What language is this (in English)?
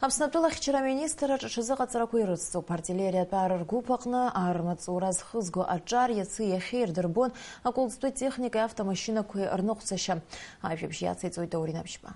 Abkhazian